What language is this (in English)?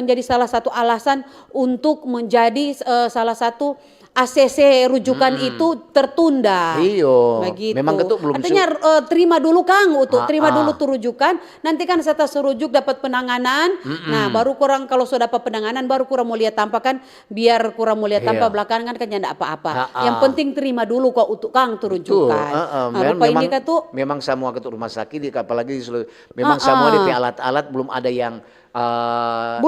Manado Malay